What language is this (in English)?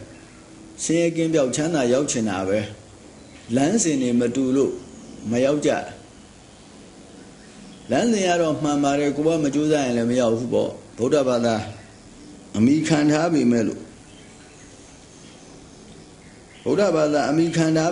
Burmese